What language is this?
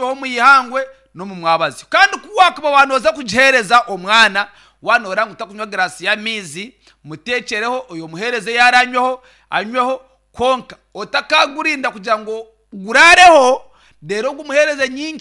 Nyankole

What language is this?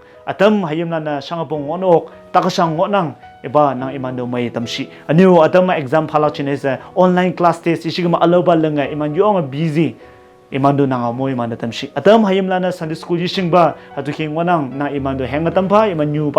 Konyak Naga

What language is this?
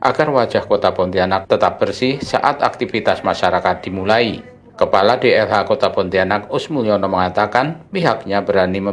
Indonesian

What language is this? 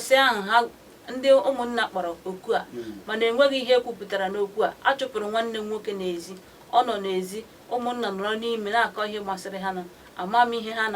Igbo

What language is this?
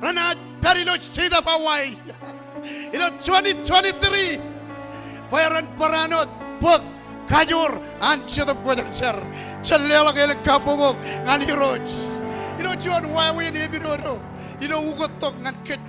Marshallese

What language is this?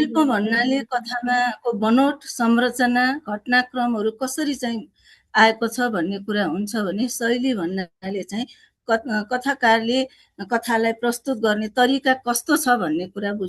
Nepali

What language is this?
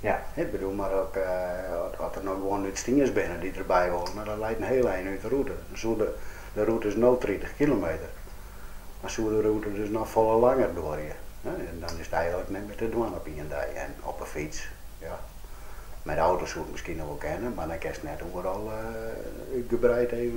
Western Frisian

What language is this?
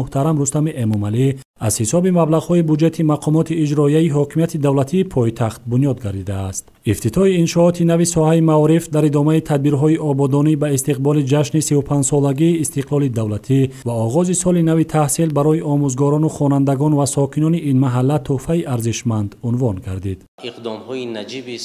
Tajik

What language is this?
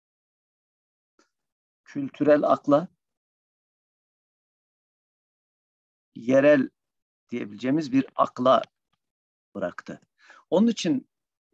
Turkish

